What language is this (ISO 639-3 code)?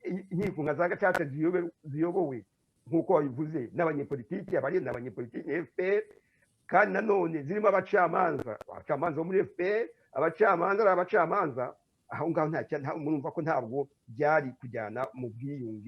kin